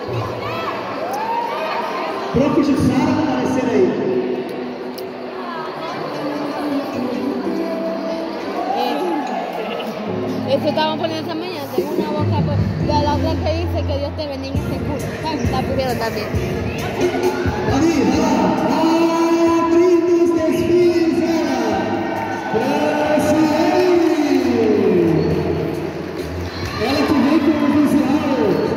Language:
Portuguese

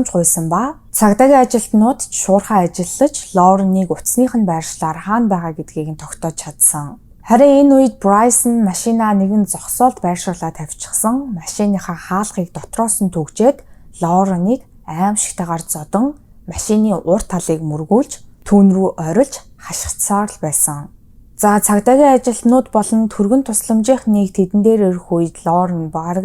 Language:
Mongolian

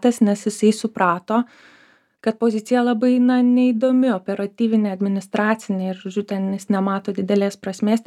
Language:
Lithuanian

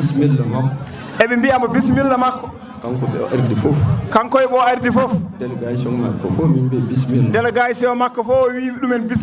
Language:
Fula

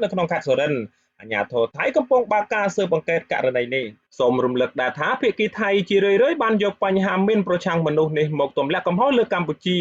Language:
Khmer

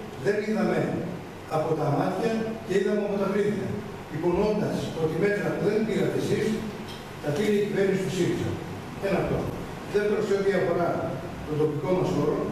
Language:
Greek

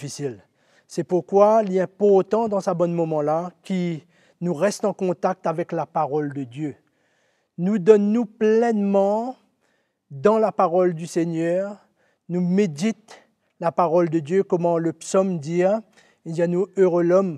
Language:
Morisyen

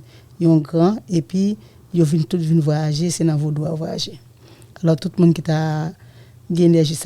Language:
Haitian Creole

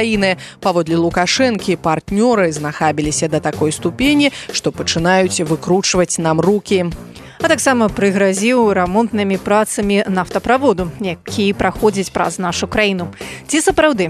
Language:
Belarusian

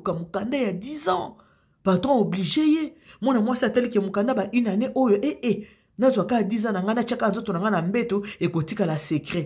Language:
Lingala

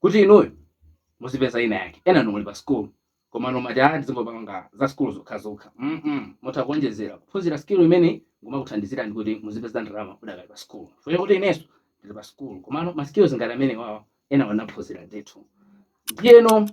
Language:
Nyanja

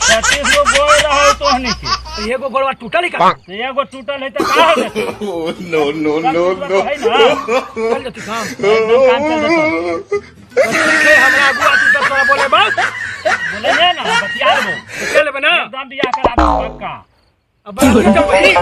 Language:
Magahi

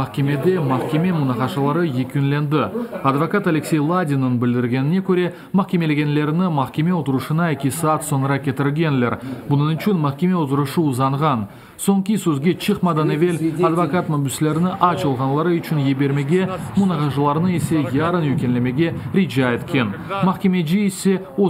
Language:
Crimean Tatar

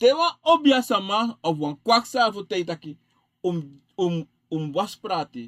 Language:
Sranan Tongo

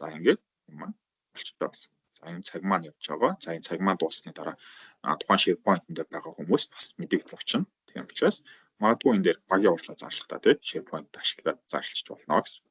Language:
Mongolian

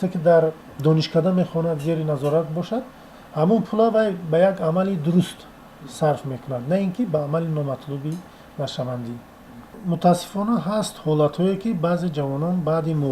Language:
Tajik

